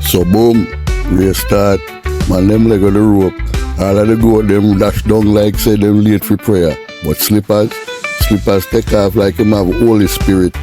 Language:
Jamaican Creole English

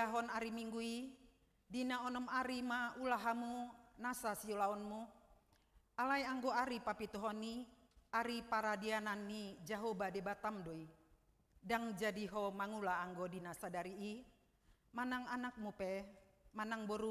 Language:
Batak Toba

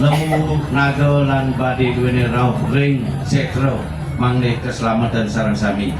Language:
Balinese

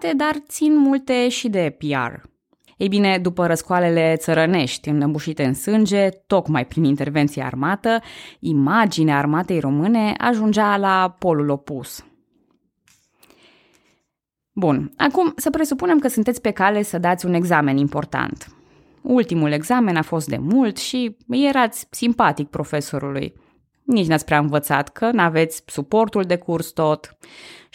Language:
Romanian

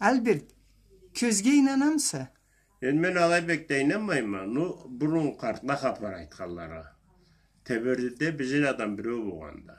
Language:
Karachay-Balkar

